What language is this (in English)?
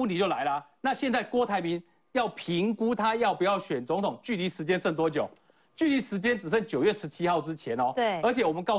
Chinese